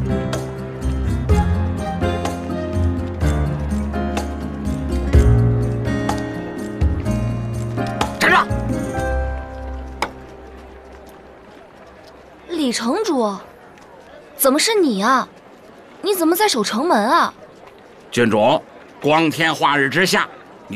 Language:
Chinese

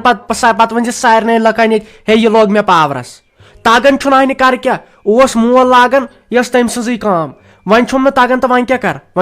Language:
Kashmiri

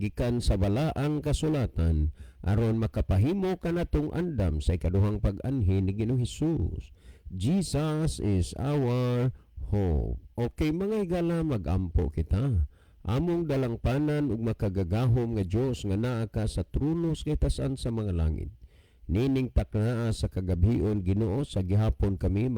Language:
Cebuano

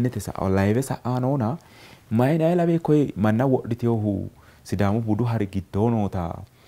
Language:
Sidamo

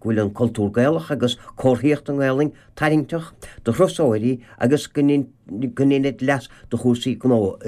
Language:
Irish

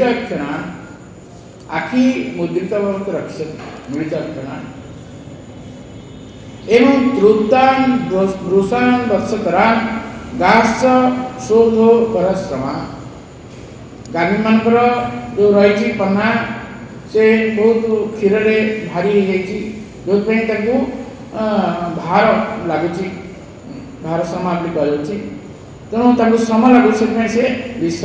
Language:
Odia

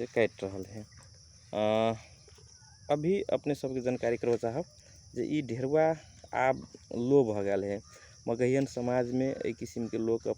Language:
Magahi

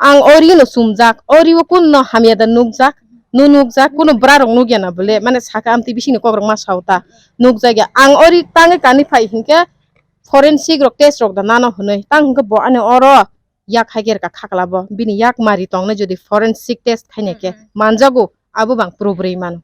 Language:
Kok Borok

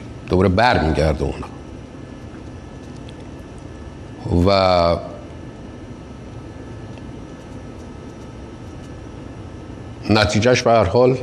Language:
Persian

